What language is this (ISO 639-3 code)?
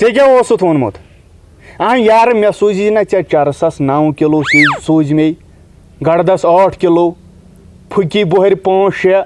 kas